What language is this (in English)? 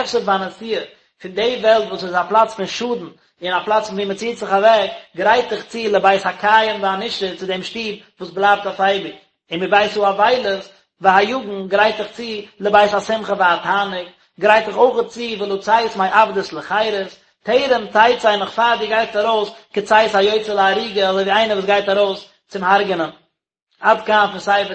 Yiddish